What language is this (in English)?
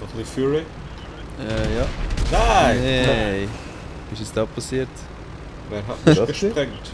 Swiss German